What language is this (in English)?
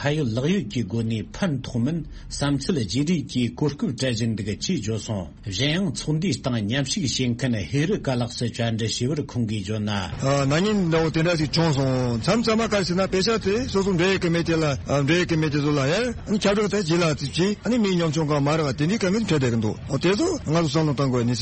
Tibetan